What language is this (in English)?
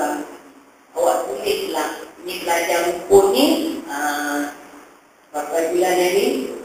Malay